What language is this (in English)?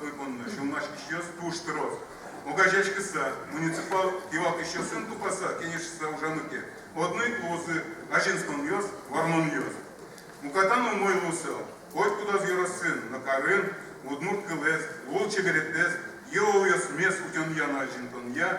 Udmurt